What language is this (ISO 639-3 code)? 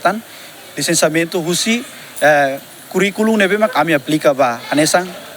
tet